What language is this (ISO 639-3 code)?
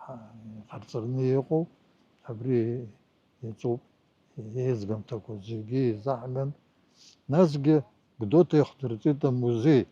abk